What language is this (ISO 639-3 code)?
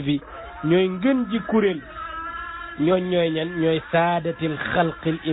wol